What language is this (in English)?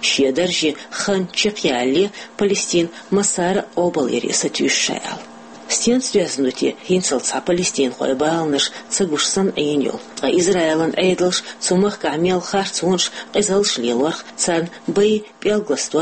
Chechen